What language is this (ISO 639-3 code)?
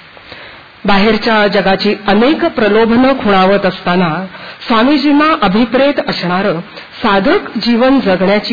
mar